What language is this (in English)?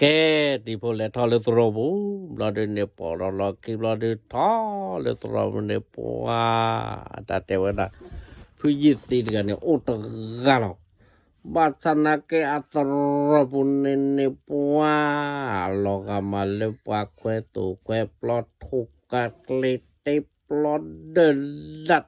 S'gaw Karen